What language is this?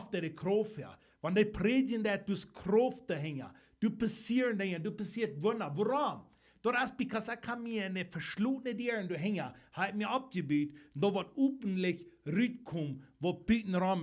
Plautdietsch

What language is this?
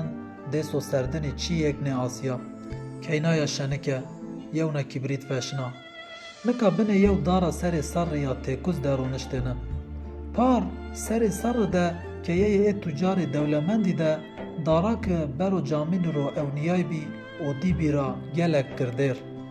Zaza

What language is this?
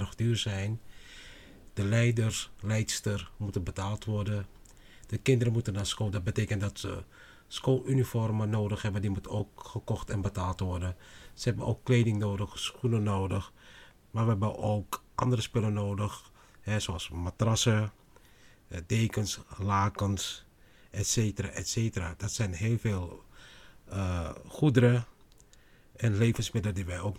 Dutch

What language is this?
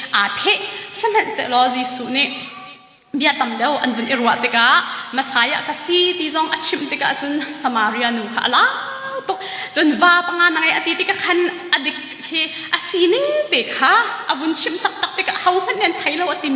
Hakha Chin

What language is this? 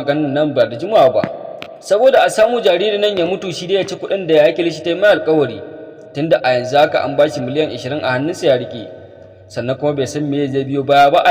Hausa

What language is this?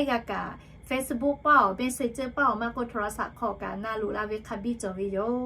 Lahu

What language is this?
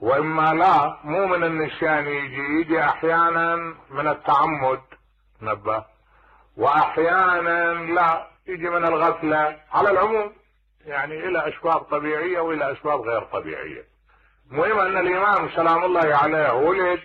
Mesopotamian Arabic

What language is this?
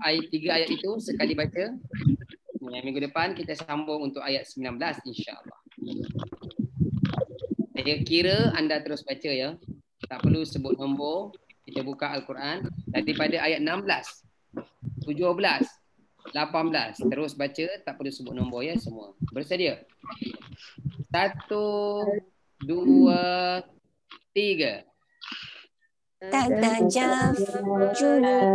Malay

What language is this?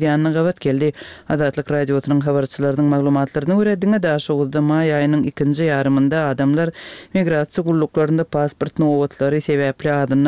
Turkmen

